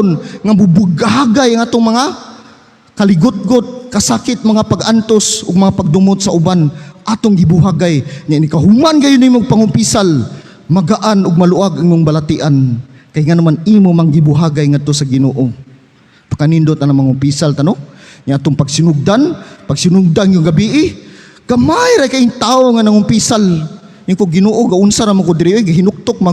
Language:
Cebuano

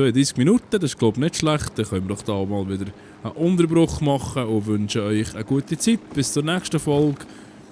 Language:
Swiss German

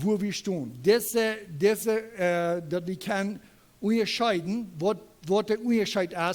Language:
Plautdietsch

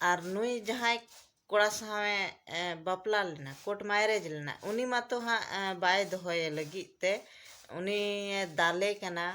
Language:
Santali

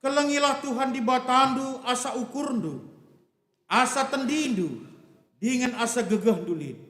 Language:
Batak Karo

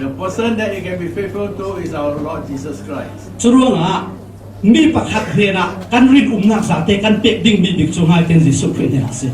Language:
Falam Chin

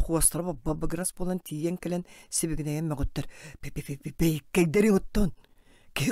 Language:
Yakut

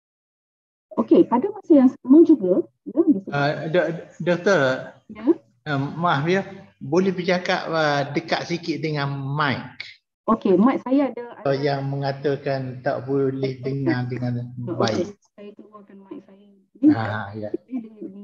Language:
Malay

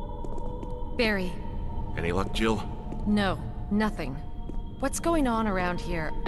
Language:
English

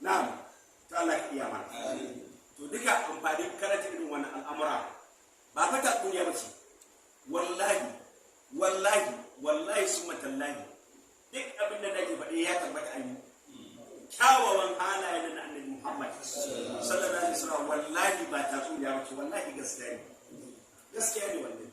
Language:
Hausa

